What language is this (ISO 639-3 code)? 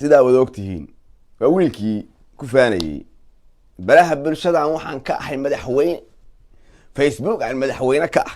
som